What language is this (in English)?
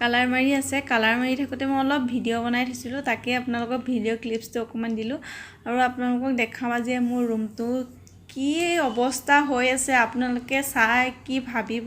Assamese